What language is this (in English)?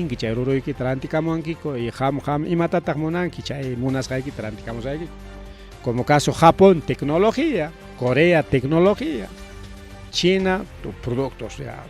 Ayacucho Quechua